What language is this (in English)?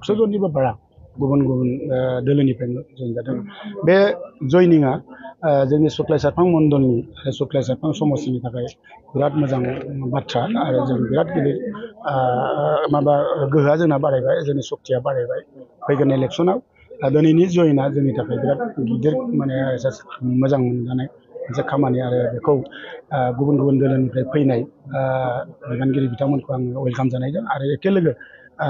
Bodo